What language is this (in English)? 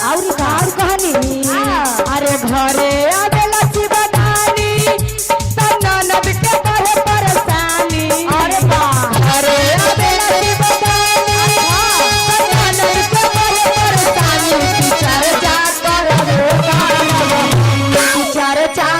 Magahi